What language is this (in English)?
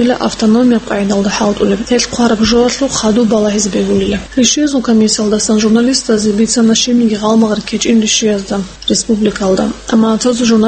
Avaric